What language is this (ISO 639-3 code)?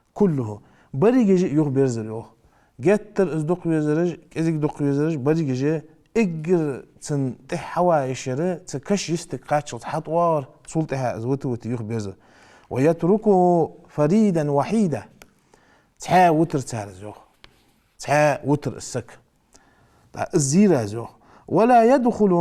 inh